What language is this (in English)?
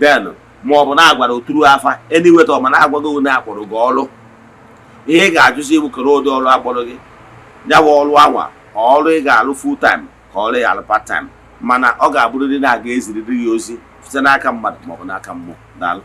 Igbo